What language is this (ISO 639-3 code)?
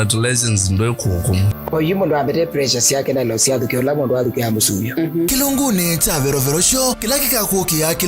kam